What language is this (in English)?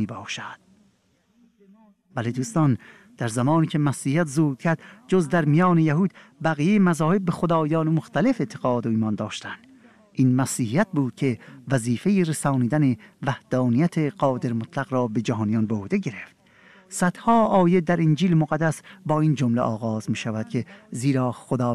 Persian